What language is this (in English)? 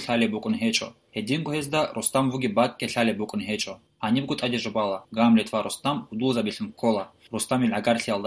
Avaric